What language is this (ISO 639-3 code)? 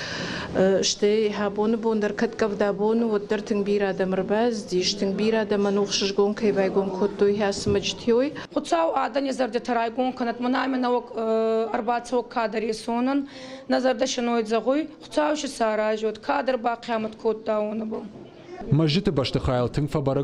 oss